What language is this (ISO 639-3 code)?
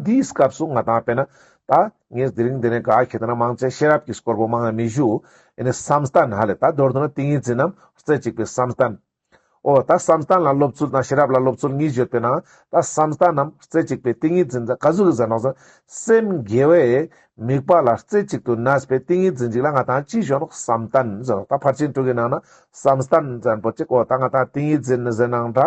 lbj